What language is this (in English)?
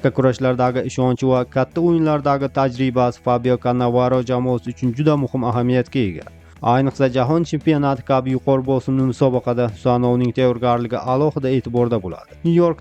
Uzbek